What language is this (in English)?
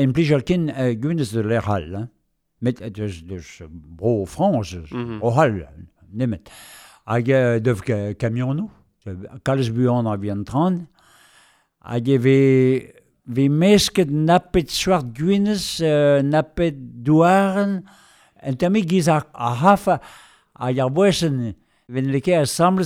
Breton